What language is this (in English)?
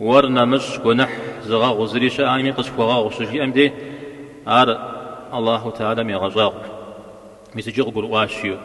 Kabardian